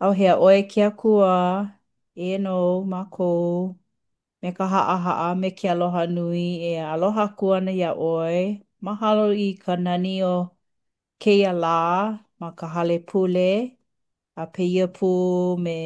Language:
Hawaiian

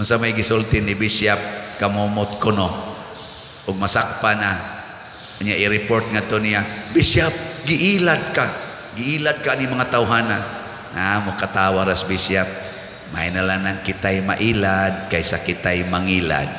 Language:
Cebuano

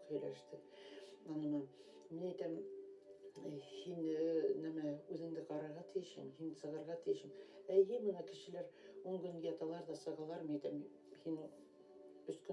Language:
Bashkir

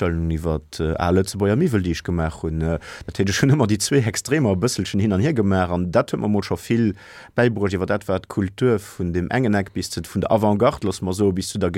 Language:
Luxembourgish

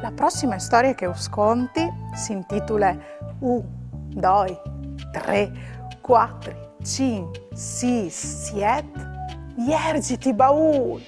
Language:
Friulian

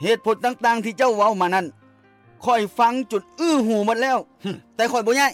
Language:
Lao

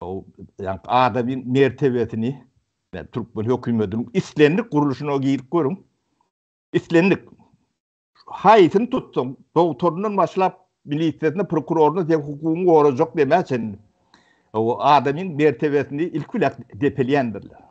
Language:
Turkmen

